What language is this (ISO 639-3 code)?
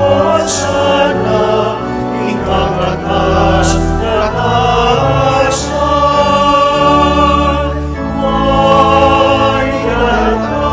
pam